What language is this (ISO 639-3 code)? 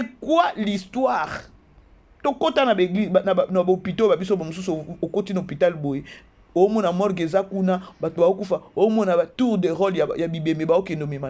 lin